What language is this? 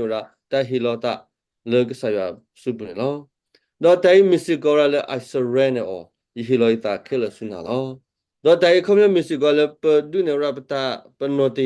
S'gaw Karen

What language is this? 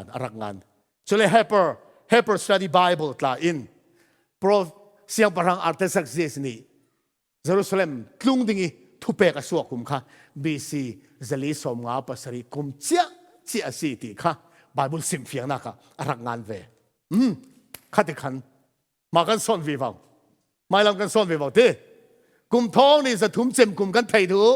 Falam Chin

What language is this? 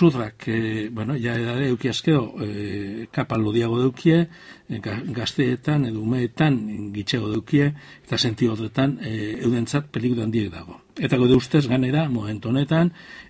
Basque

